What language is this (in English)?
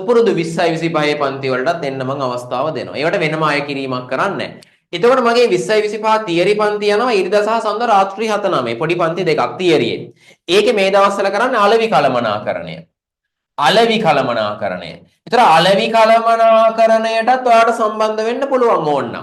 Sinhala